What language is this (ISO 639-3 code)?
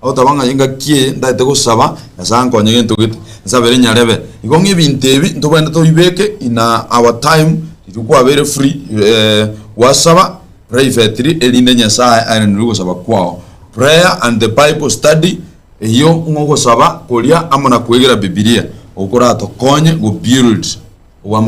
guz